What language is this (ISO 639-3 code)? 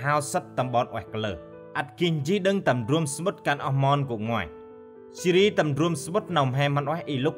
cmo